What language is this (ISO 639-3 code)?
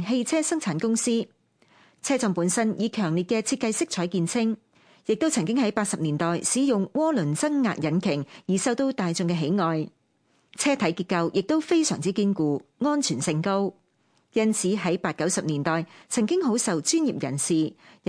yue